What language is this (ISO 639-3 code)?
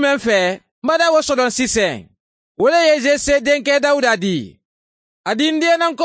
man